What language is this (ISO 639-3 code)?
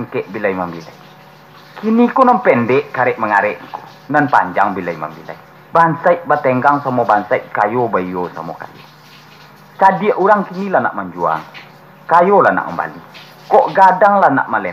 min